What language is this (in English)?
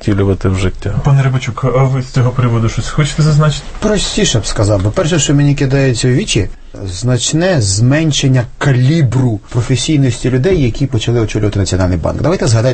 Ukrainian